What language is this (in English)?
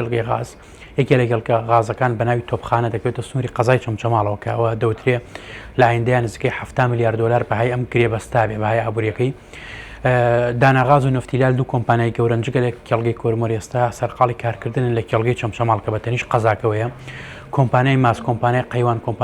Central Kurdish